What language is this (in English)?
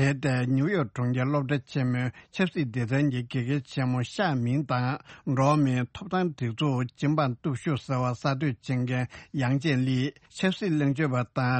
Tibetan